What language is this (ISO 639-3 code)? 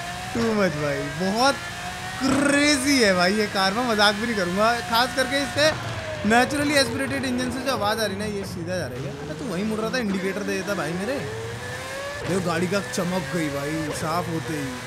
hin